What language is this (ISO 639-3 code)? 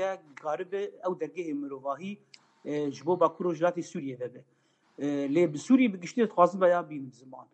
kur